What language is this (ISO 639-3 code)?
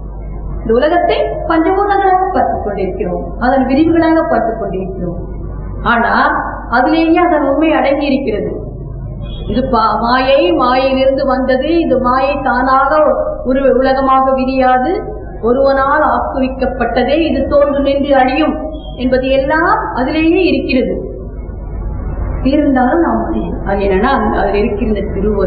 tam